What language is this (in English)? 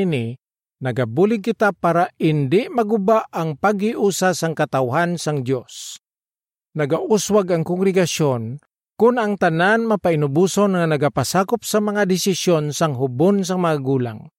Hiligaynon